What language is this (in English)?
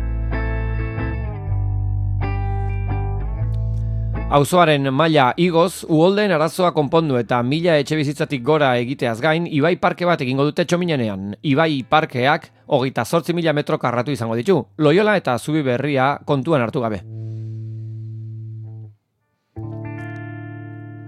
Basque